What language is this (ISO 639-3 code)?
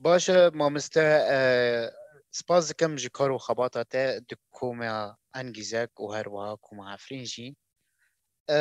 kur